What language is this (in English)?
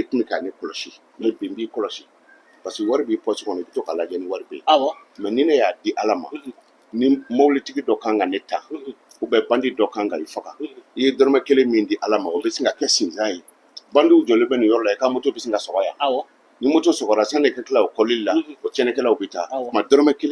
Bambara